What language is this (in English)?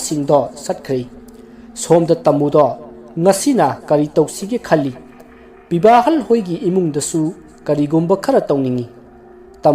Manipuri